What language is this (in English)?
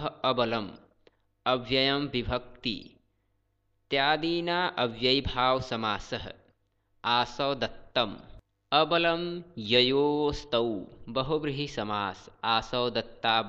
Sanskrit